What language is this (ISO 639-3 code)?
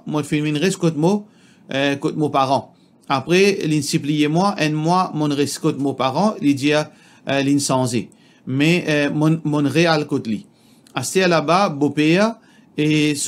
mfe